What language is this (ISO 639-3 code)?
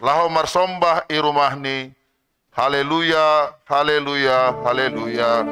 bts